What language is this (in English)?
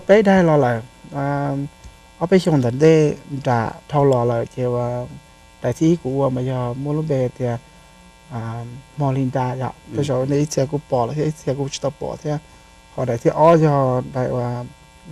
Hmong